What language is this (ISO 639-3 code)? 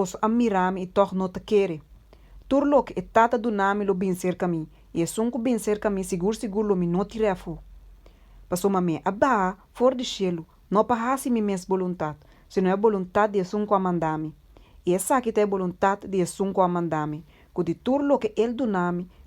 pap